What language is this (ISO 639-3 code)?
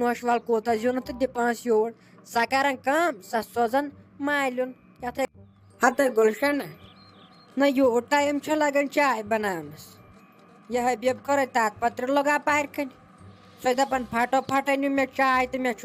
kas